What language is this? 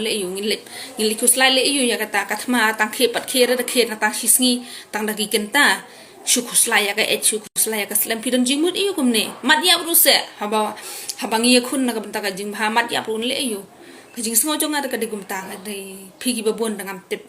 Khasi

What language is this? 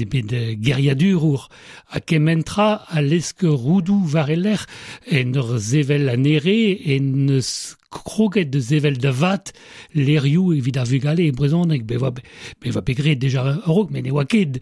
Breton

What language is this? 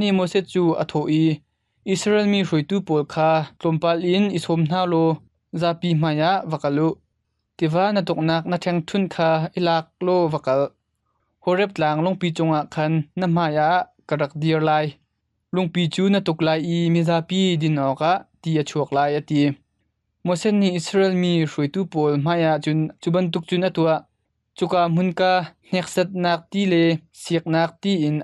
Hakha Chin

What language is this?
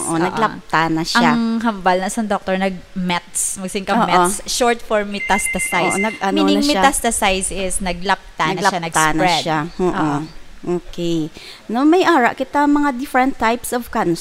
Hiligaynon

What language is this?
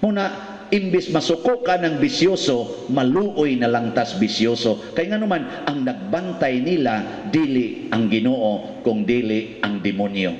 Cebuano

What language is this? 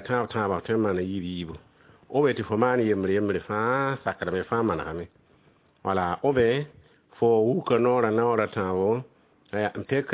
Mossi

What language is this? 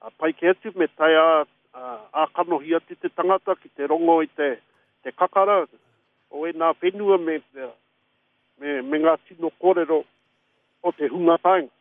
Māori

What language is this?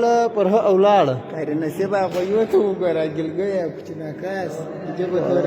Pashto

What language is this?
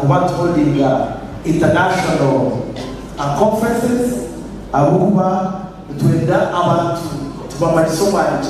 Nyankole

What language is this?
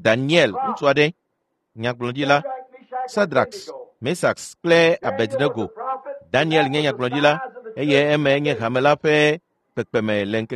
Ewe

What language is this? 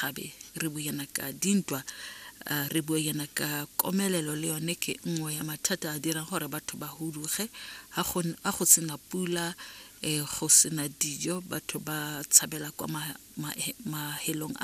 Tswana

